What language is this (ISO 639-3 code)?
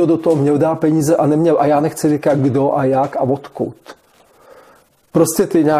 ces